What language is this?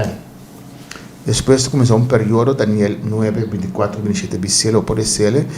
Papiamento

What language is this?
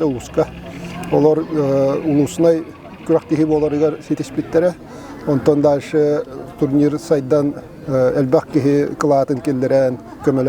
Yakut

